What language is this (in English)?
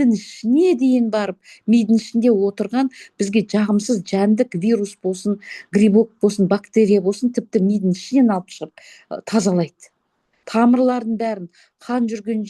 Kazakh